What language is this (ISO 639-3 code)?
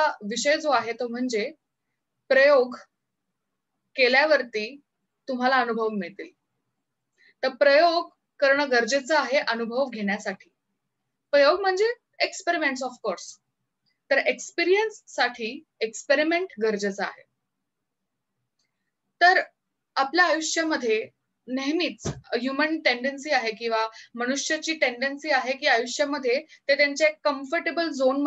mar